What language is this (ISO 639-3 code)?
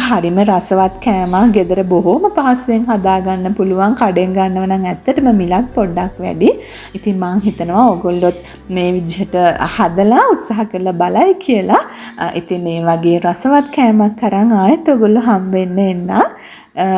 sin